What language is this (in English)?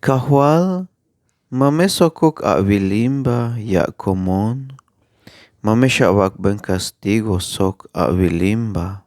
Tzeltal